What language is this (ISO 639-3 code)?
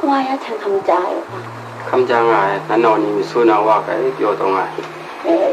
kac